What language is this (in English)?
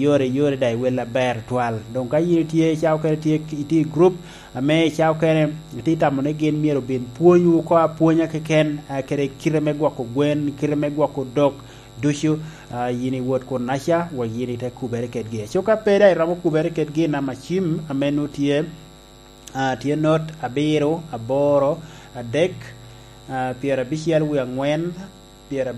Lango (Uganda)